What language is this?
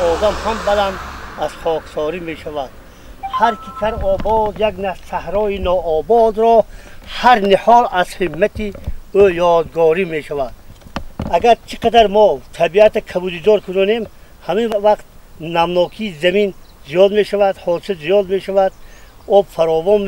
Tajik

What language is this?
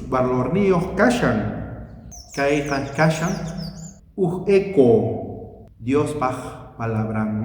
South Bolivian Quechua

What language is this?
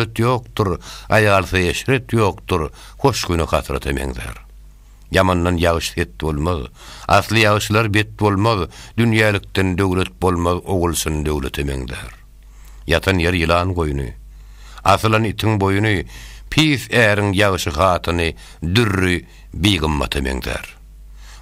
Turkmen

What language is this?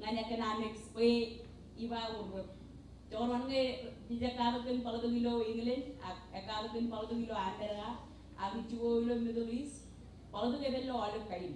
Marshallese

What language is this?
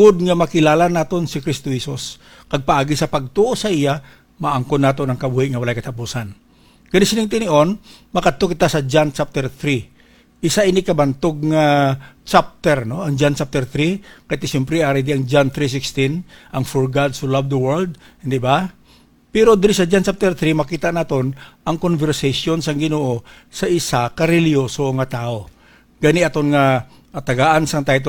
Hiligaynon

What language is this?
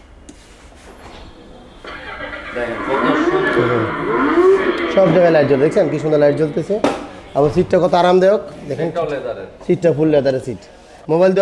Bangla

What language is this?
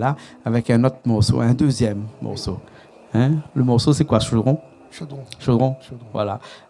Réunion Creole French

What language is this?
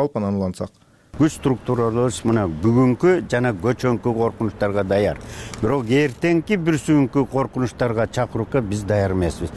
Kyrgyz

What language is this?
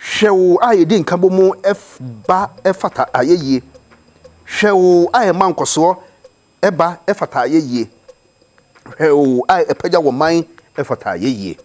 Akan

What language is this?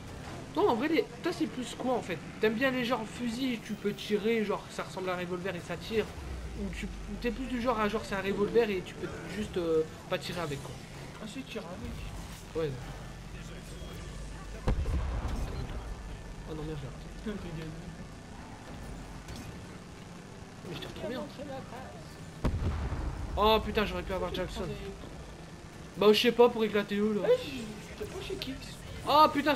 French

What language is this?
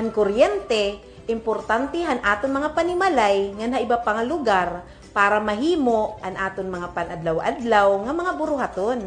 Waray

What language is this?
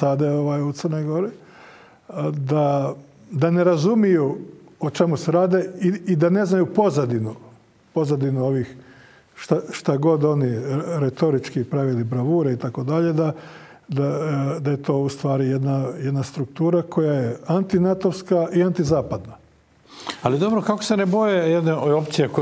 Croatian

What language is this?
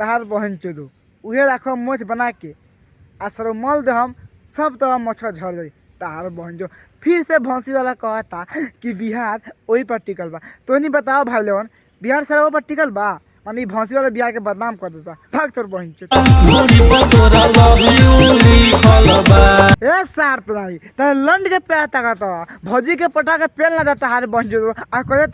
Bhojpuri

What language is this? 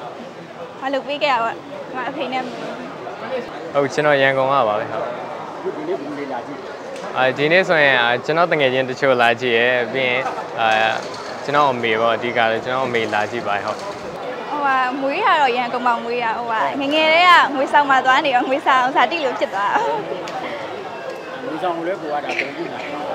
Burmese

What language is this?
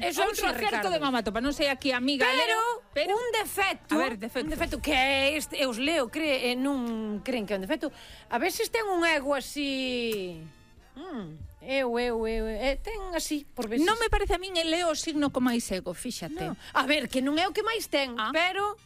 Galician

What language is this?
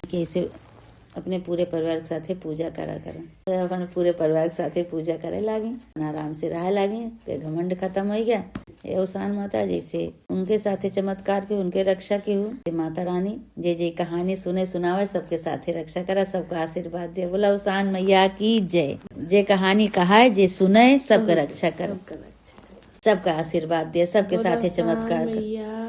Awadhi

